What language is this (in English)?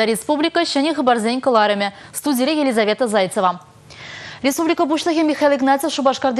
Chuvash